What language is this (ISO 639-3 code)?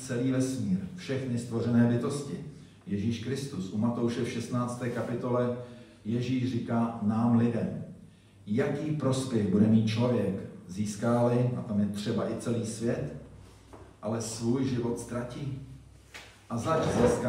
ces